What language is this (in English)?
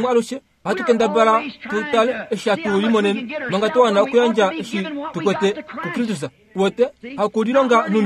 Kuanyama